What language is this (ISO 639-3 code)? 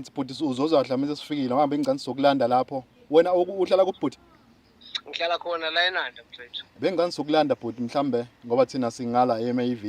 zul